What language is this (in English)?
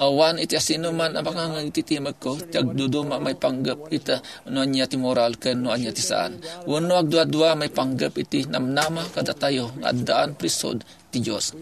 Iloko